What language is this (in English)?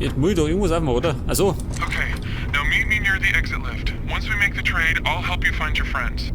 Bavarian